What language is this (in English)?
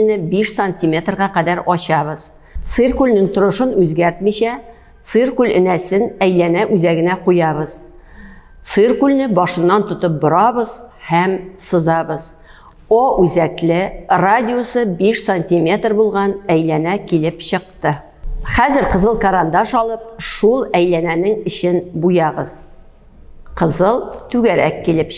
Tatar